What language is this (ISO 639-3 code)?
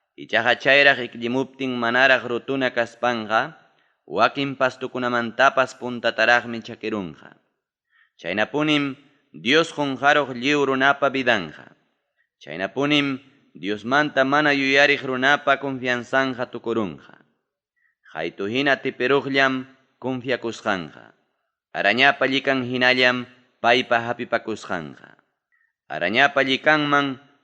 quy